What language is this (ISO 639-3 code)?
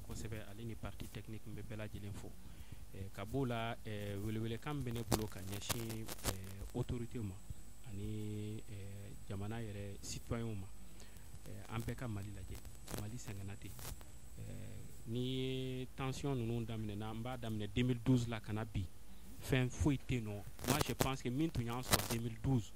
bam